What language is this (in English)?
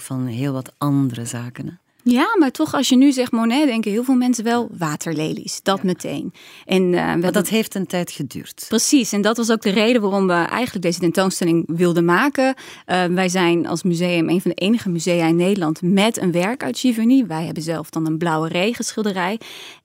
Dutch